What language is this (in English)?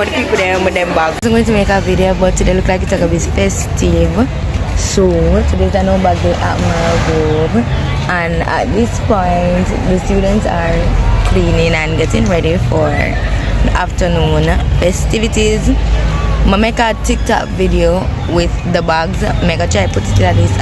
Jamaican Creole English